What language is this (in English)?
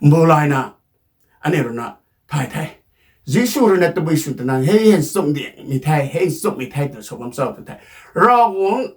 Rongmei Naga